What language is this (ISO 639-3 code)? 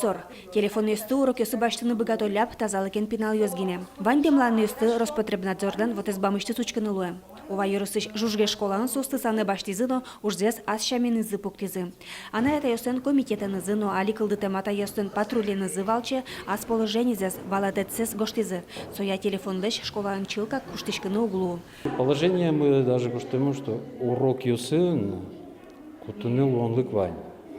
udm